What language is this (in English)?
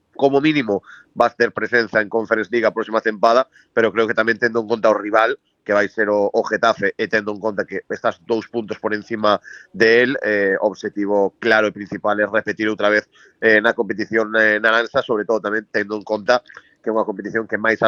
Galician